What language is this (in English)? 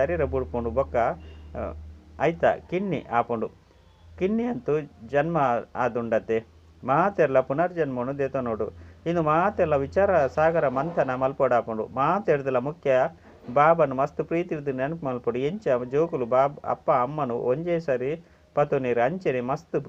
Tulu